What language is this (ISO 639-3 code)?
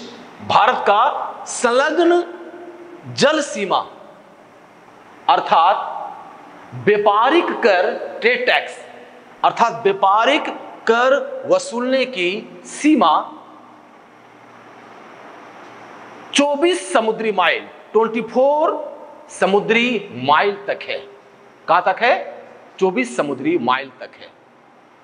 hin